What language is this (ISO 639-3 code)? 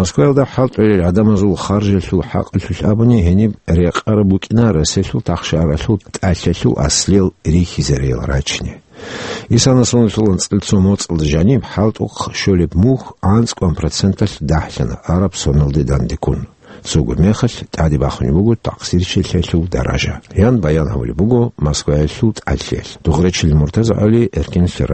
ava